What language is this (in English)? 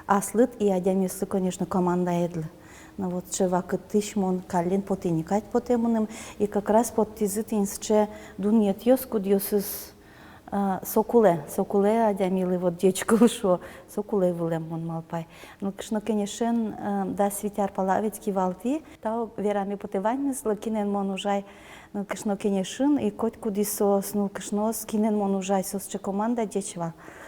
Udmurt